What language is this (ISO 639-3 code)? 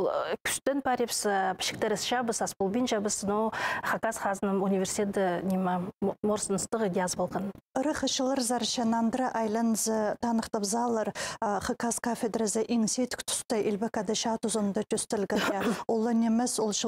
kjh